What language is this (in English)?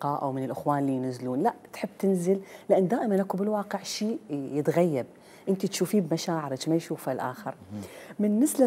Mesopotamian Arabic